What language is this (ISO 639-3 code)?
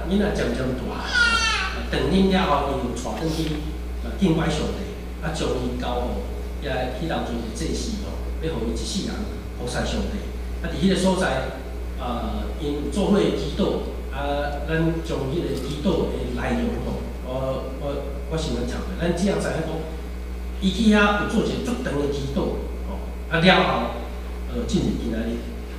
nan